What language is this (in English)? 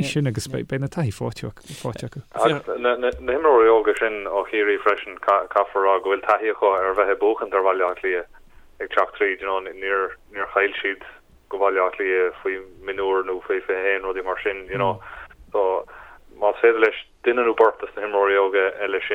Irish